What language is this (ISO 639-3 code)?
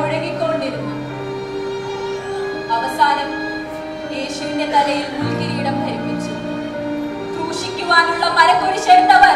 mal